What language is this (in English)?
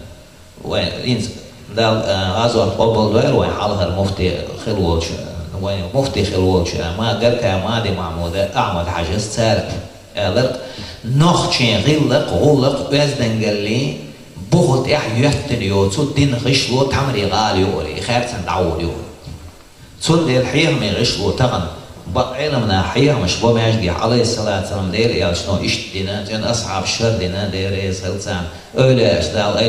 Chechen